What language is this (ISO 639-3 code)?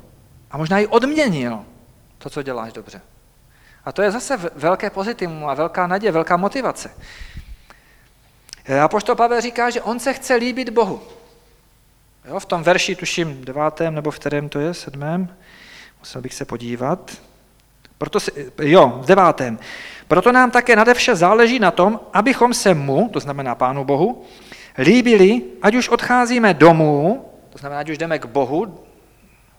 ces